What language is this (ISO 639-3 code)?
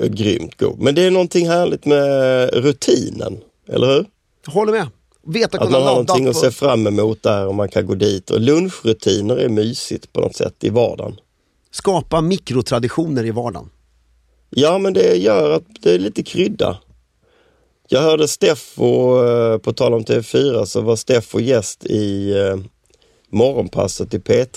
swe